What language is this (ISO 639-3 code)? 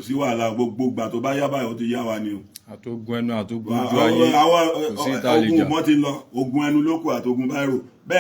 yor